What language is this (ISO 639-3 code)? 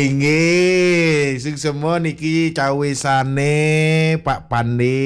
ban